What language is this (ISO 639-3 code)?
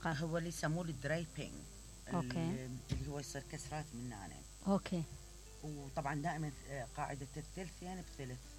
acm